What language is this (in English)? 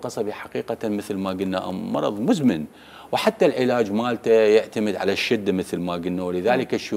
Mesopotamian Arabic